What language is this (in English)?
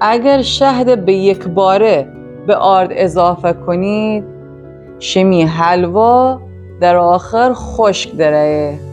Gilaki